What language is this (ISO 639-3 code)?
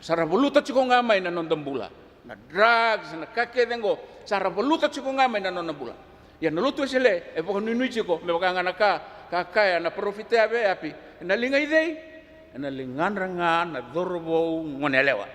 fij